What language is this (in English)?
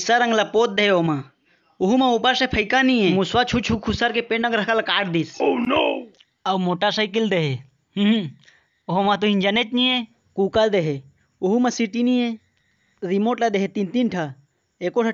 Chhattisgarhi